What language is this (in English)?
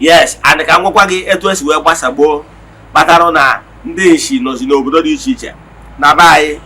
Igbo